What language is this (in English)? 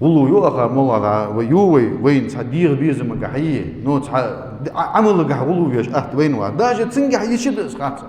Ingush